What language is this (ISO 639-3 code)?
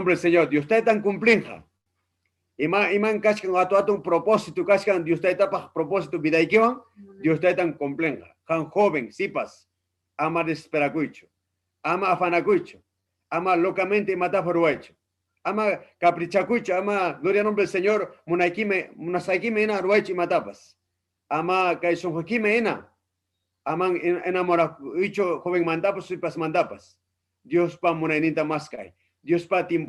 quy